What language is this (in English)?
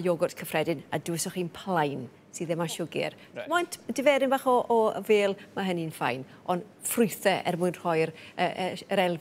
Welsh